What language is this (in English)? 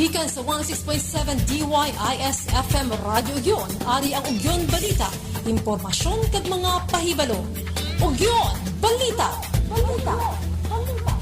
Hiligaynon